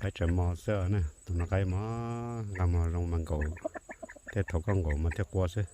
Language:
Hmong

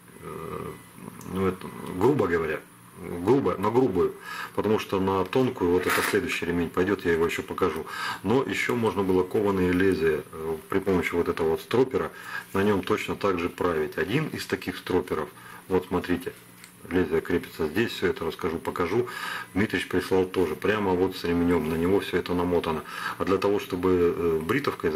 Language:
Russian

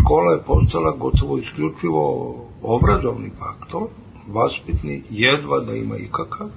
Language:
Serbian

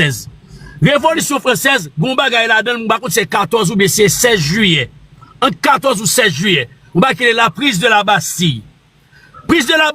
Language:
Haitian Creole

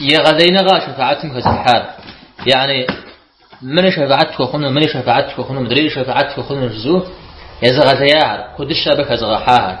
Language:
Kabardian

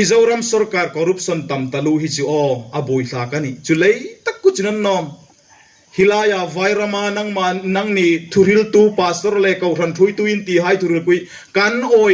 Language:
Hmar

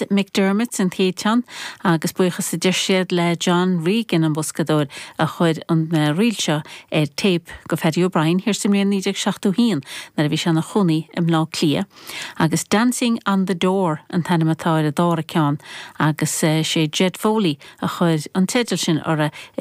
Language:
Irish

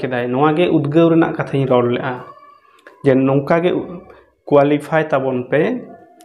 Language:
Santali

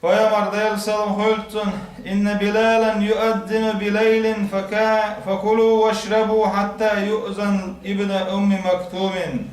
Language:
Chechen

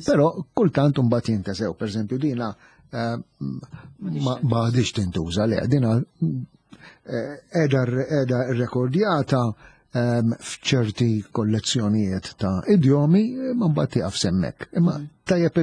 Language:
Maltese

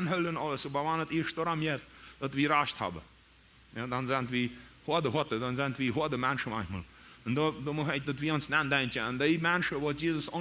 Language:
Plautdietsch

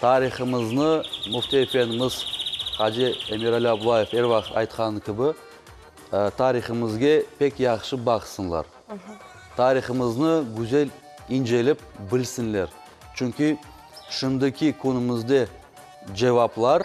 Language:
Crimean Tatar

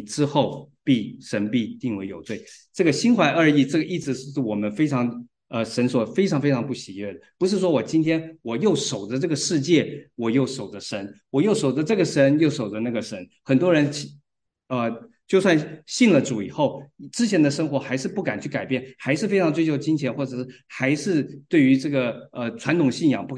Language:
Chinese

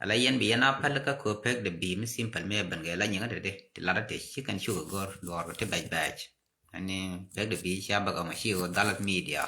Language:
Nuer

